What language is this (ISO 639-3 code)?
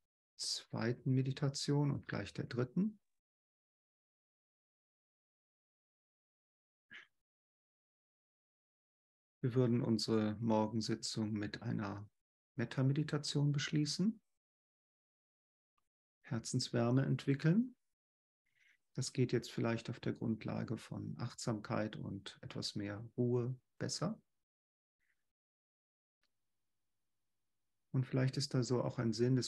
deu